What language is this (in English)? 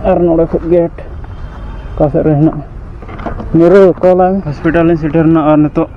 Santali